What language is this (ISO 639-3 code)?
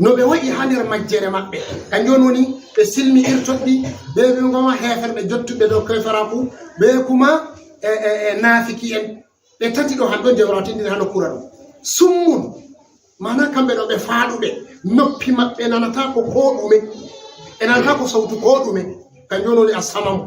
ful